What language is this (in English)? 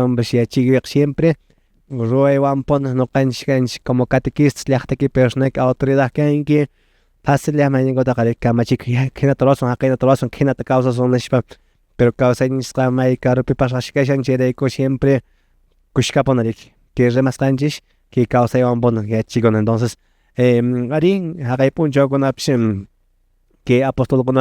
Quechua